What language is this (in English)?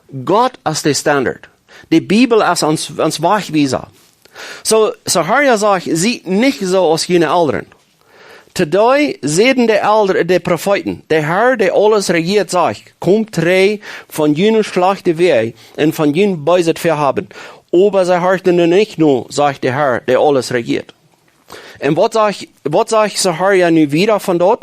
Plautdietsch